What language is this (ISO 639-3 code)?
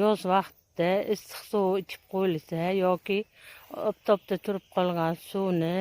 uzb